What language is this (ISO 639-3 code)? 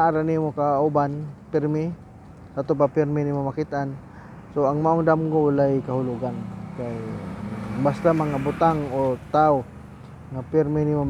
ceb